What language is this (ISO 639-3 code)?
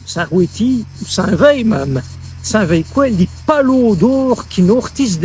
wln